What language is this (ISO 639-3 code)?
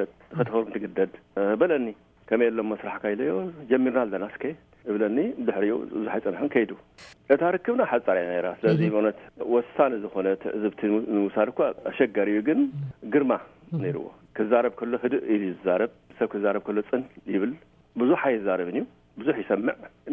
tir